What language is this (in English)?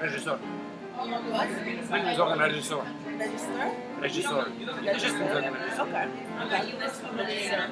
Yiddish